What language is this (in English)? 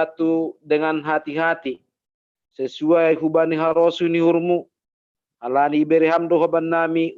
Batak Simalungun